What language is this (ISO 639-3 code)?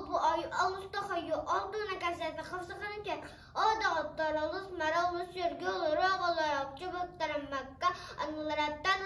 sah